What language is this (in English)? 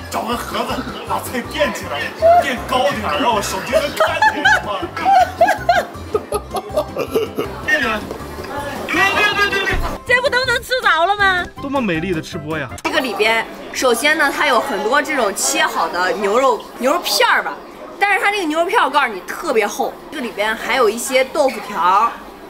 Chinese